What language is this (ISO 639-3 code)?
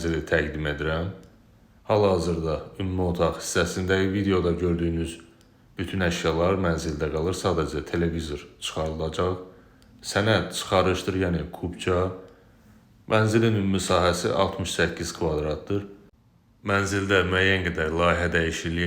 aze